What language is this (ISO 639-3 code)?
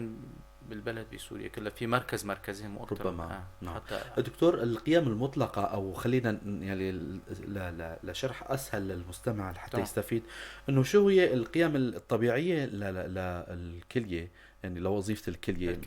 apc